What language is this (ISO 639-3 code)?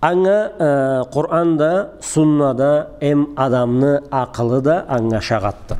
krc